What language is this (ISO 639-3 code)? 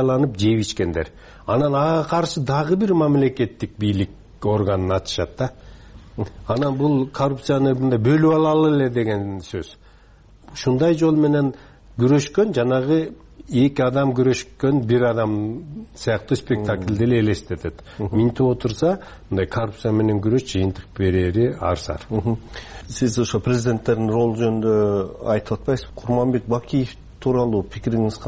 kir